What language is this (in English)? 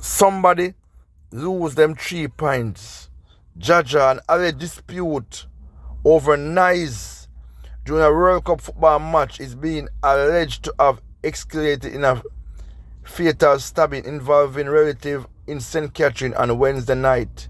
Jamaican Creole English